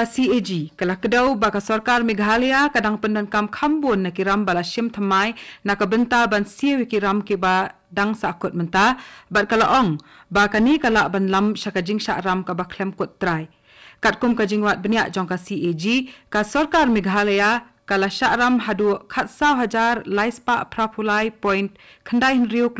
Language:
Khasi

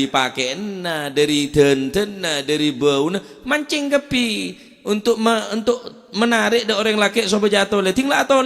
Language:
Madurese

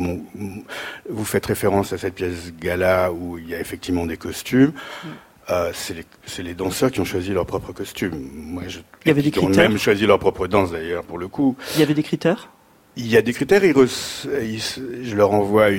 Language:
French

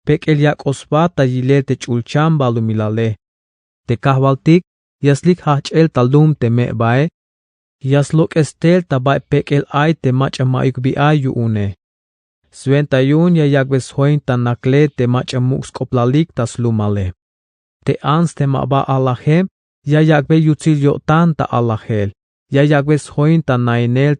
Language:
Tzeltal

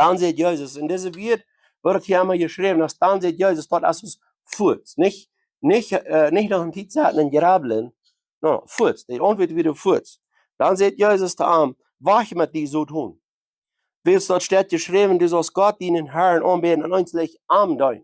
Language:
Plautdietsch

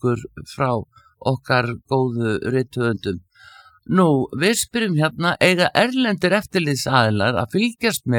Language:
Icelandic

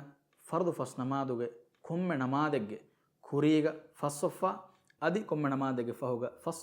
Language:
Divehi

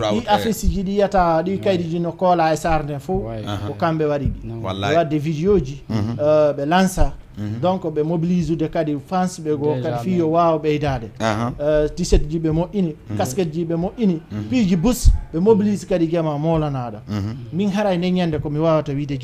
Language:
Fula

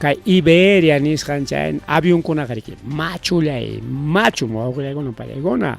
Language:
Ayacucho Quechua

